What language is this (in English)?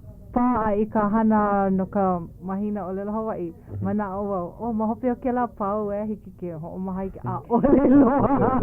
Hawaiian